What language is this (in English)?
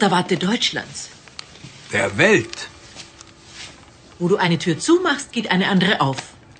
German